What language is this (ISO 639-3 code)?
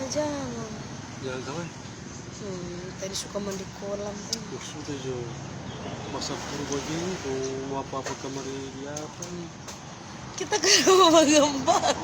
xmm